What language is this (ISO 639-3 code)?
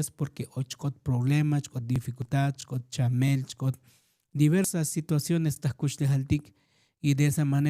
tzo